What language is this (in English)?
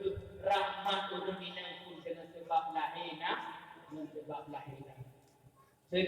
Achinese